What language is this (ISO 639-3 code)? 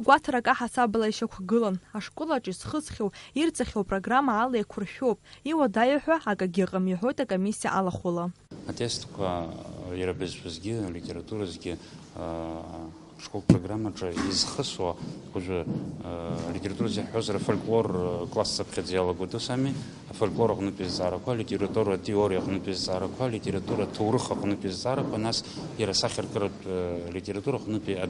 abk